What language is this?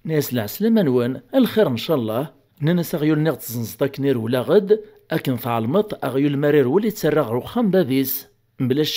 Kabyle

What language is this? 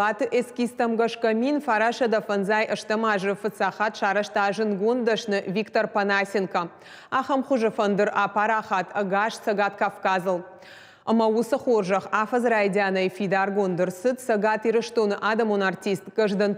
Ossetic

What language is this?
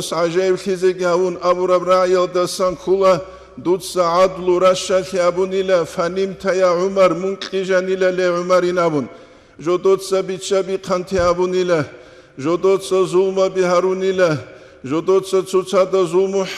Avaric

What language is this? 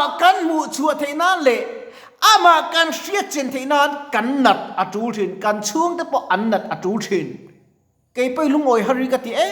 Mizo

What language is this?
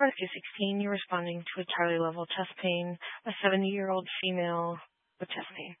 English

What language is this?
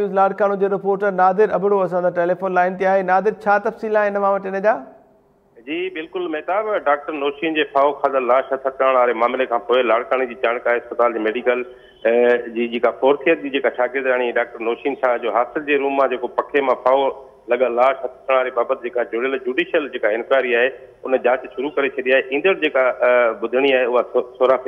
Sindhi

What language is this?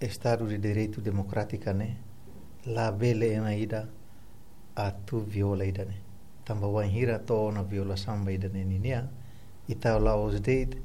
Tetum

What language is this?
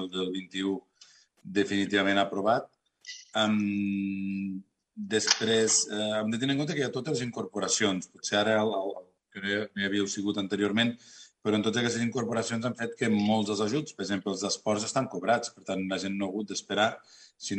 Catalan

